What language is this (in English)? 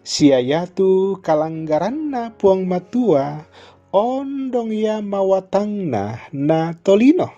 Toraja-Sa'dan